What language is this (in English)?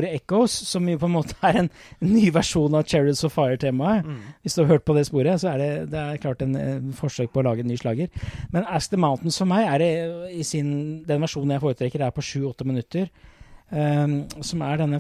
Norwegian